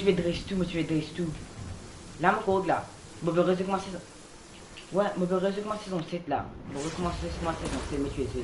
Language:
Morisyen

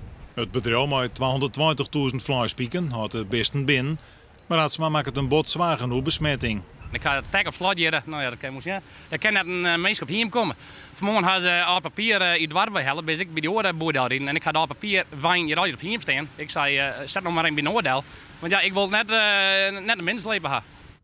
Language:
Western Frisian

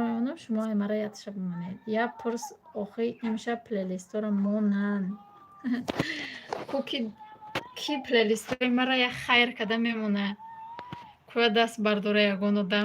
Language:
Tajik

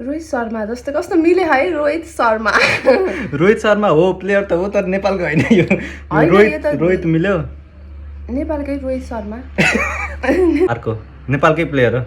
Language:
Nepali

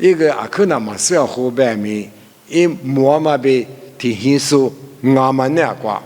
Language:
Lisu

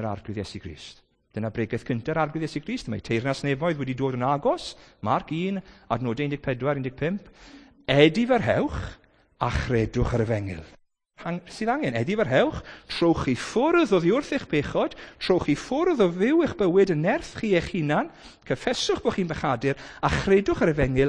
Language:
Welsh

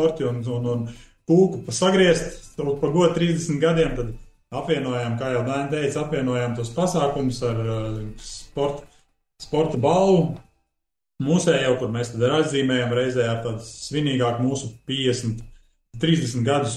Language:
Latvian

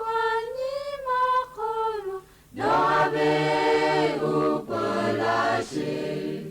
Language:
Lahu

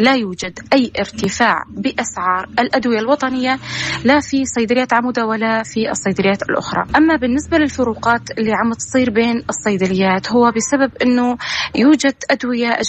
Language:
North Levantine Arabic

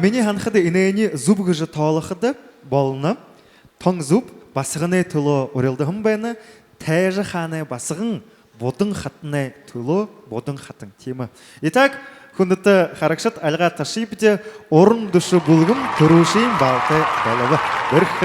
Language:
Buriat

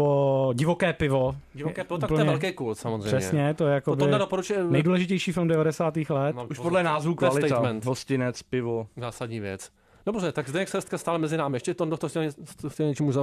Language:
Czech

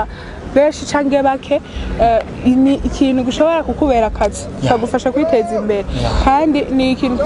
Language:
Rundi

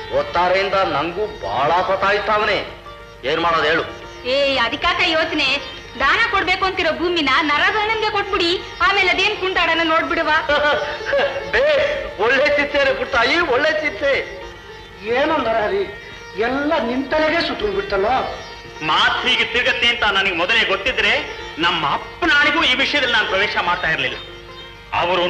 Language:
Kannada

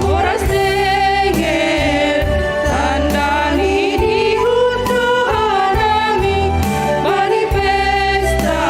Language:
Batak Simalungun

